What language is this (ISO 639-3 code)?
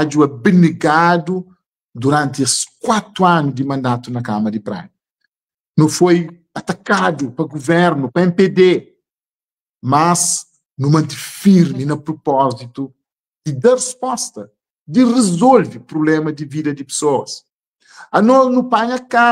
kea